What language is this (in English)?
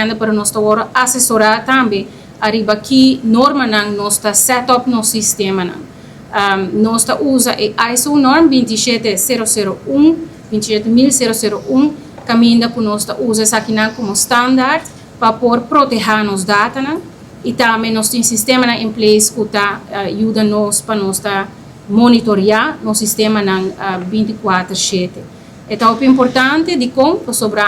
Papiamento